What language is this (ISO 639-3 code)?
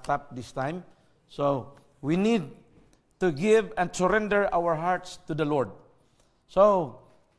ceb